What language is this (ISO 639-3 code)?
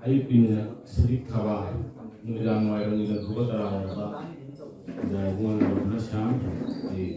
mni